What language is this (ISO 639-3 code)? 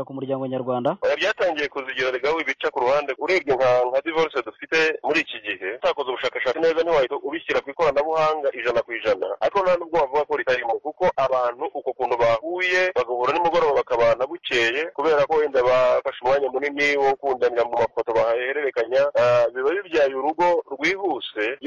kin